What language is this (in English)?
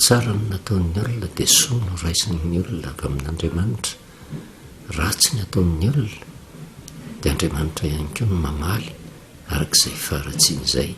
Malagasy